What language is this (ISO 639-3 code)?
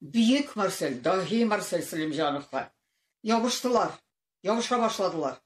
tat